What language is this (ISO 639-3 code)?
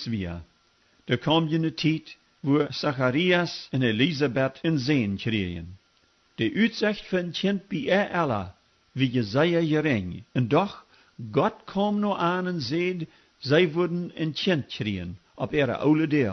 pdt